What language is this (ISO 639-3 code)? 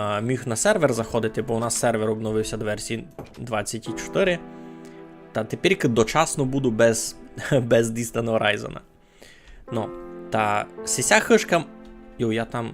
rue